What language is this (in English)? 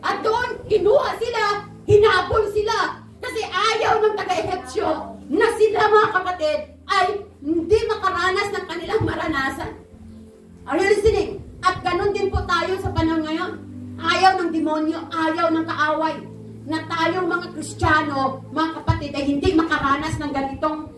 Filipino